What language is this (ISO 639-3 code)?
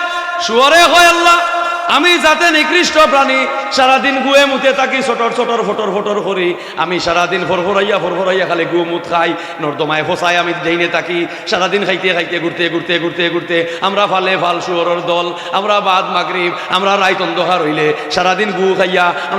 syl